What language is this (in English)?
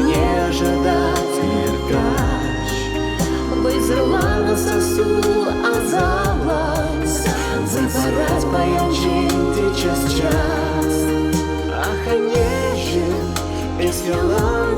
Chuvash